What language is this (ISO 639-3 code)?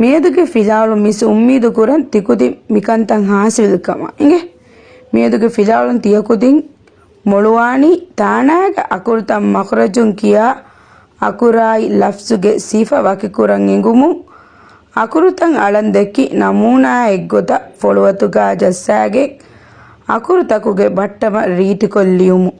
div